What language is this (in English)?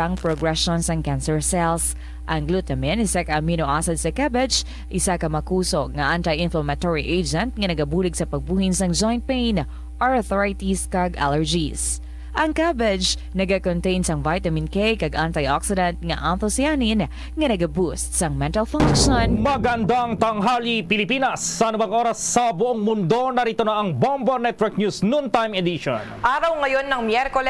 Hiligaynon